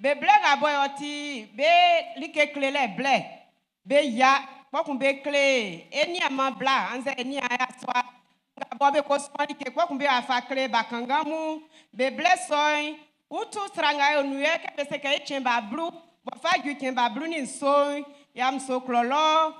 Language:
Baoulé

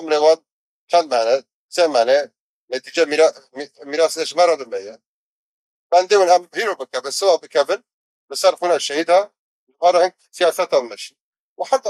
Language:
Kurdish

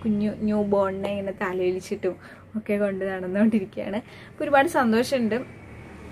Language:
Malayalam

